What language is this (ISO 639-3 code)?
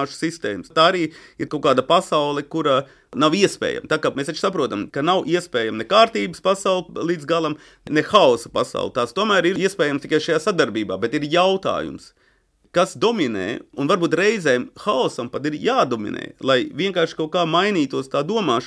lav